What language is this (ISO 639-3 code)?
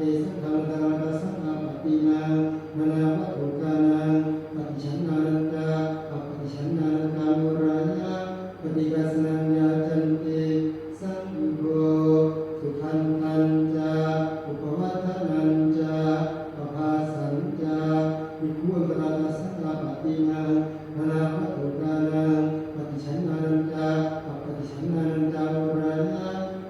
pli